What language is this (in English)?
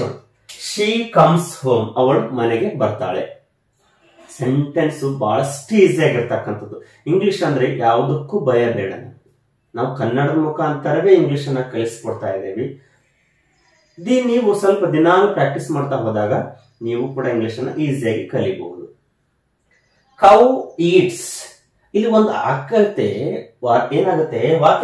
Kannada